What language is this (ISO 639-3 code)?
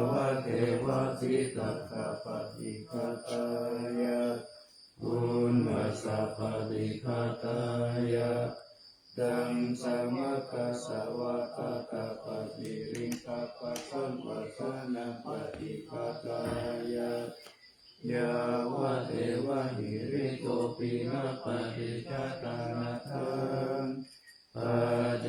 pli